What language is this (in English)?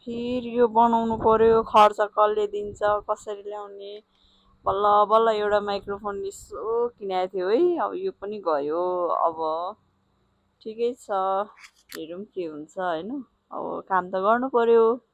Nepali